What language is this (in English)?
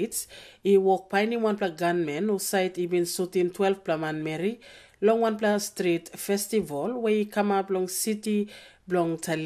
Tok Pisin